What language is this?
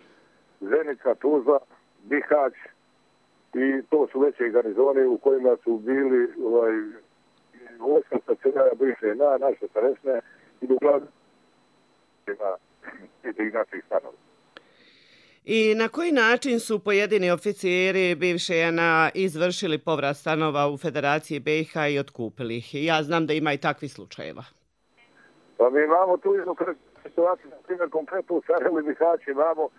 Bosnian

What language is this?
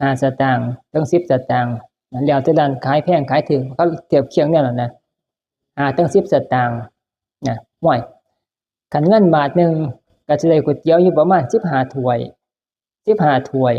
Northeastern Thai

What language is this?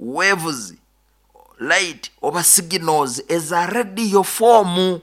Nyoro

